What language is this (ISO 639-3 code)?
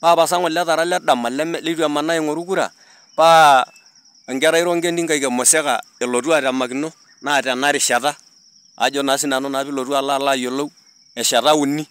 mas